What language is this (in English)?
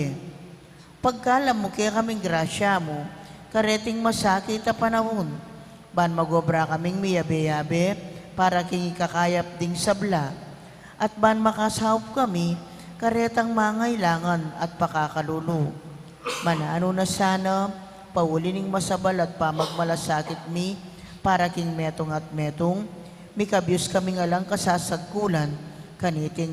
Pampanga